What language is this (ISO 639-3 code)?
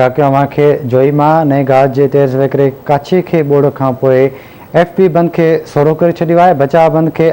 snd